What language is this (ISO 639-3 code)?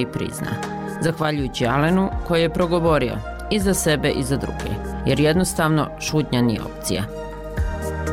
bos